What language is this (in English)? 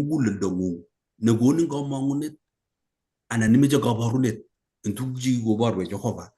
Kalenjin